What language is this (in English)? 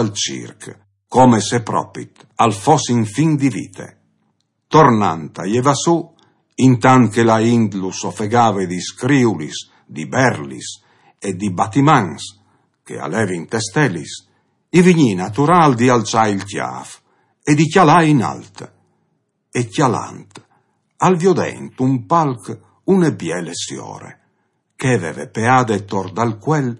Friulian